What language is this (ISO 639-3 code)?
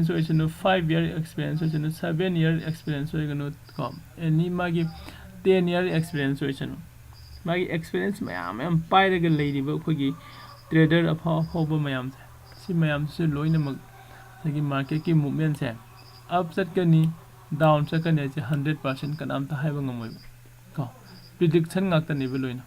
mni